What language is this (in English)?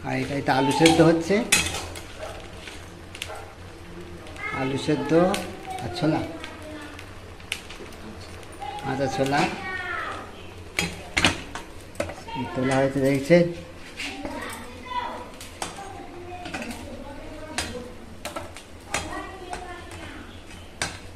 Bangla